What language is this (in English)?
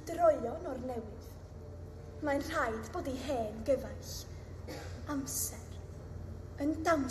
Welsh